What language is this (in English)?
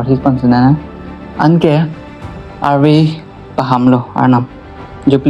Karbi